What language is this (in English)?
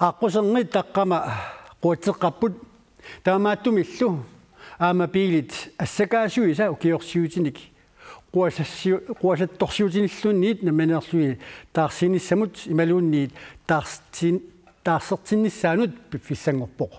Kalaallisut